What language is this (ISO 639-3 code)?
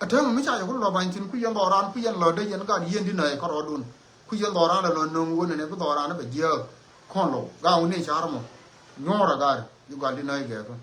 nus